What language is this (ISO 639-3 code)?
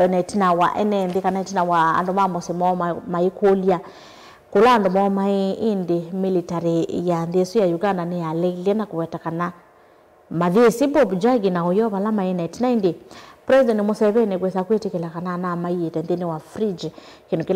kam